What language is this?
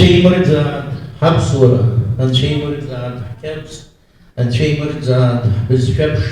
Abkhazian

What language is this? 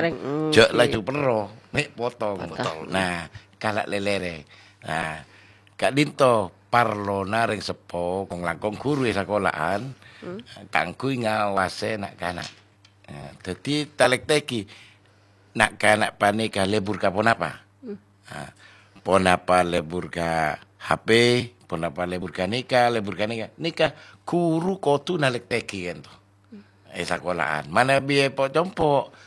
Madurese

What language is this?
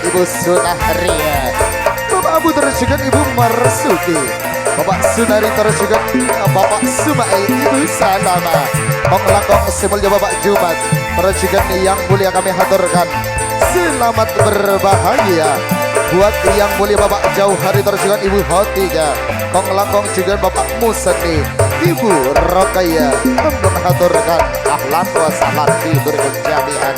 Madurese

